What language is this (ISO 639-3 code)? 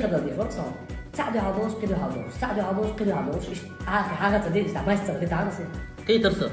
che